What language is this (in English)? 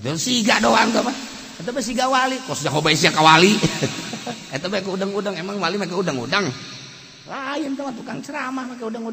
Sundanese